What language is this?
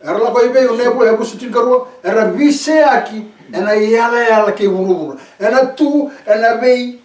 Fijian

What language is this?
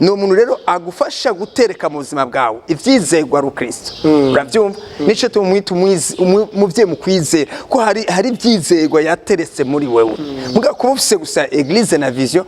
Rundi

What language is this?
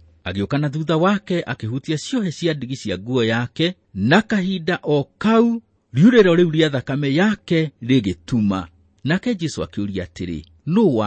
Kikuyu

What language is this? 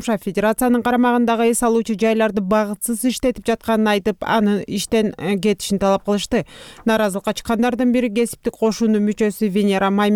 Kyrgyz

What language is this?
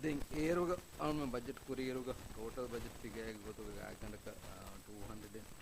Divehi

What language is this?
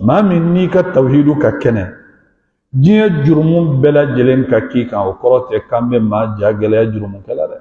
Bambara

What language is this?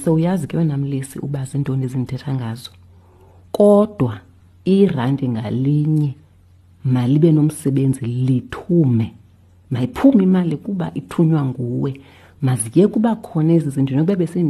Xhosa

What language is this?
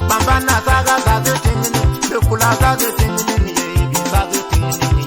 Bimoba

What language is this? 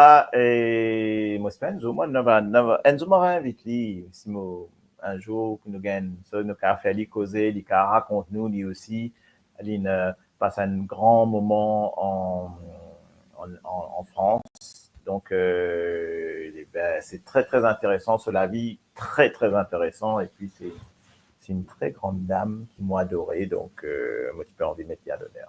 Morisyen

